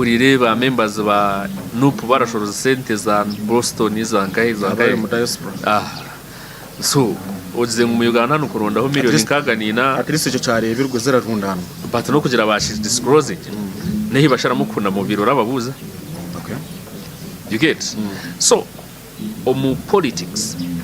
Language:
Nyankole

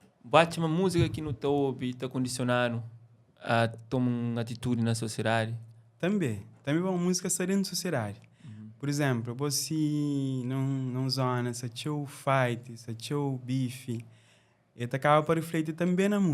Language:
Kabuverdianu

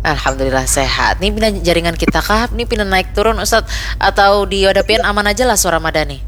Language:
Banjar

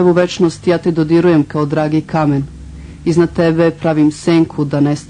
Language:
Serbian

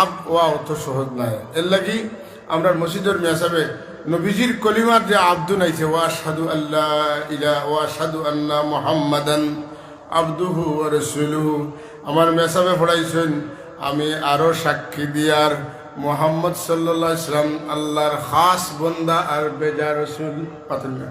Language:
Sylheti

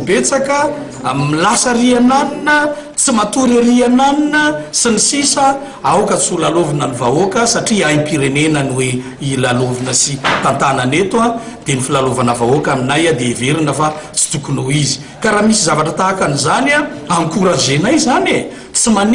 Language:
Malagasy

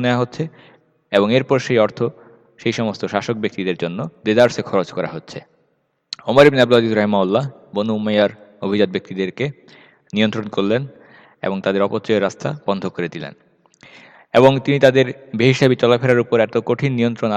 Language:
Bangla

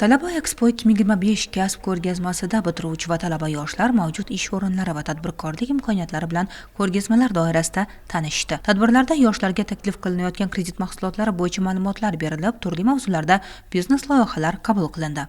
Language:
Uzbek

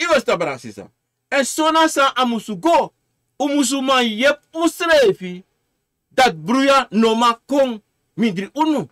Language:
Sranan Tongo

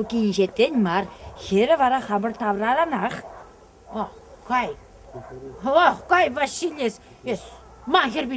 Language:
Chuvash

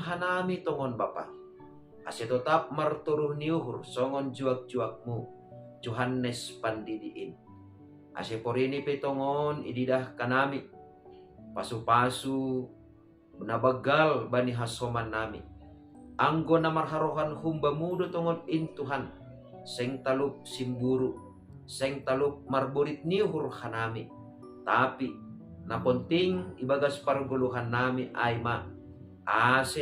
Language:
Batak Simalungun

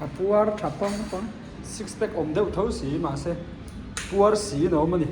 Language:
Mizo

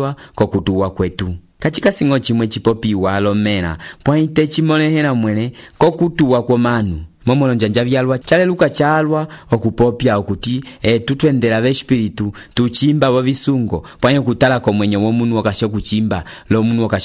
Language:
Umbundu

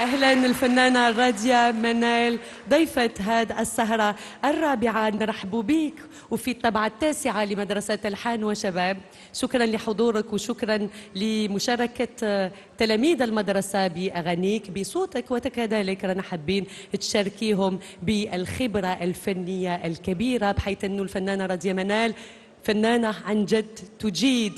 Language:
Algerian Arabic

